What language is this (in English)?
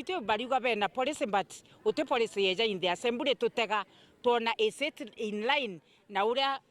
Meru